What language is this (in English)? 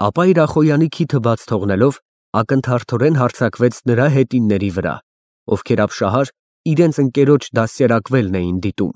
Armenian